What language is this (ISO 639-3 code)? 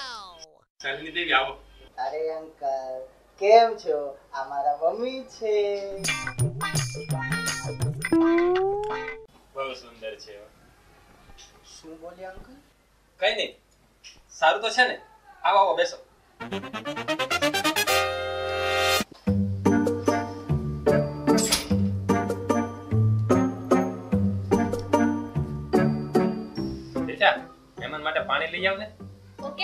guj